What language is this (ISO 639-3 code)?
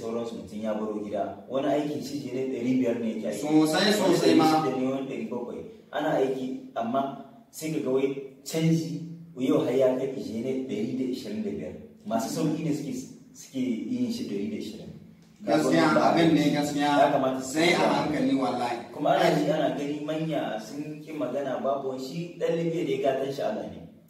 hau